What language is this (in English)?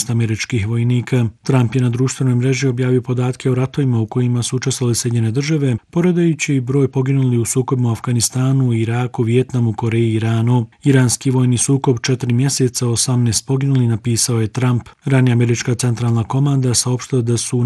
Bosnian